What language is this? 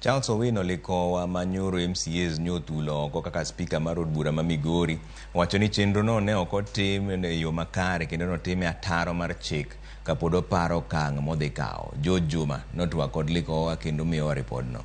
Luo (Kenya and Tanzania)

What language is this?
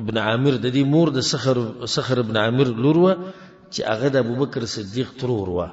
Pashto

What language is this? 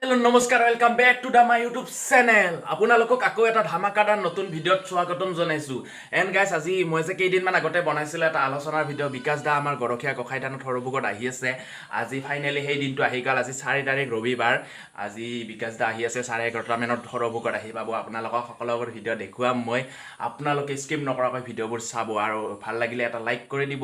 Assamese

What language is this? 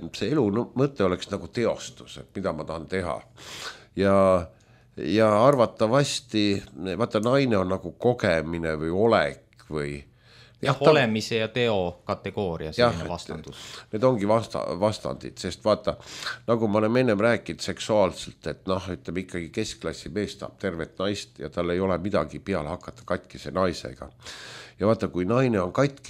Estonian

